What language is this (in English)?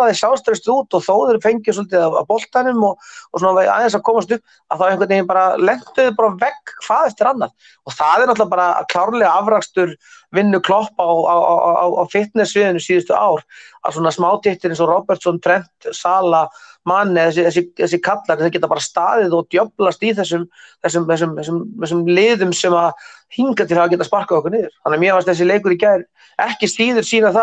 Icelandic